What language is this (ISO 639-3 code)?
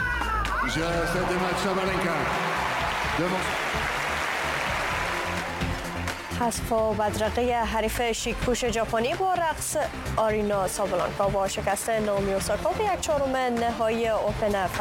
fas